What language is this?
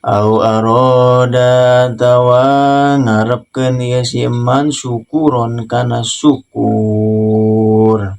Sundanese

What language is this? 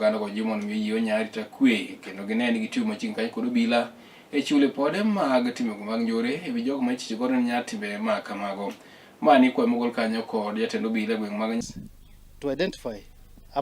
Luo (Kenya and Tanzania)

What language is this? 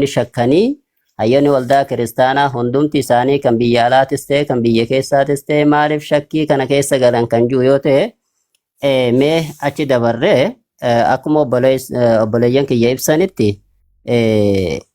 Oromo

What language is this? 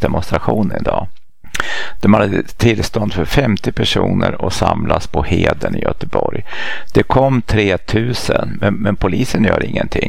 Swedish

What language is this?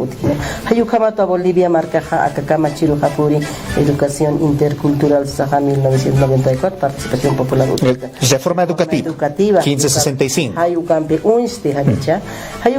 Aymara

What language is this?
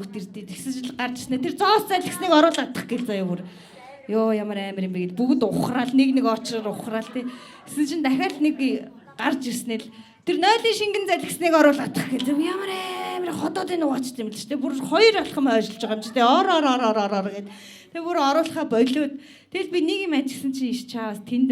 Mongolian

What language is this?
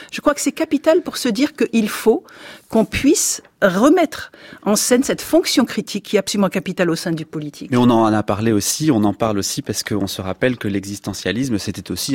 French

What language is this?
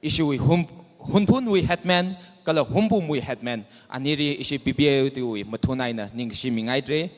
Tangkhul Naga (India)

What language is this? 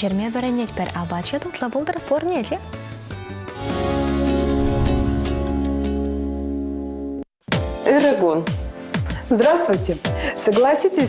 Chuvash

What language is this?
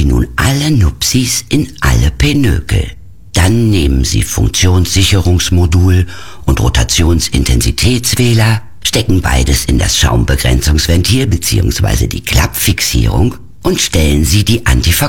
German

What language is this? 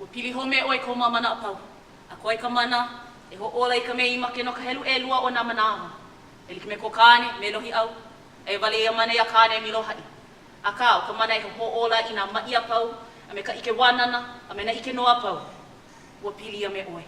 Hawaiian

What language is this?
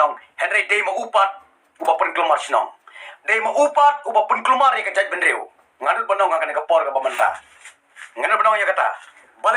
Khasi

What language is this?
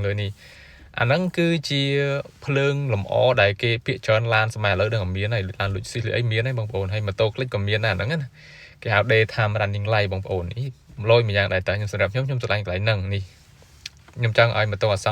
Khmer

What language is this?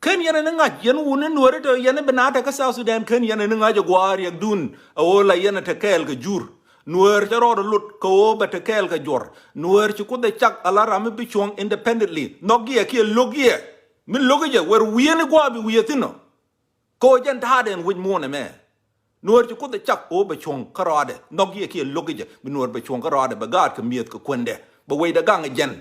Nuer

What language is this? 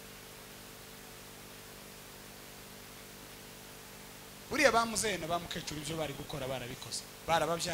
Kinyarwanda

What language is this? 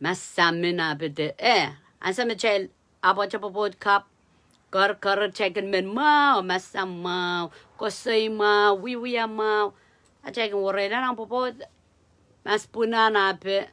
Pohnpeian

